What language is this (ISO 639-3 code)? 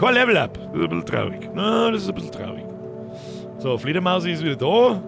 bar